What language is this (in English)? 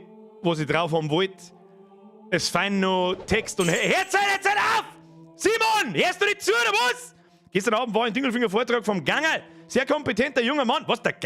Bavarian